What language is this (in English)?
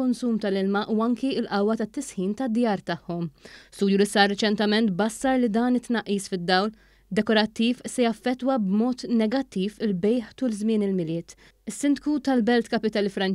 Maltese